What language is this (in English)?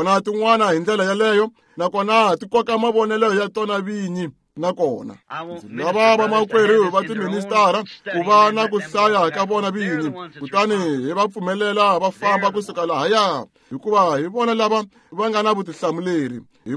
Tsonga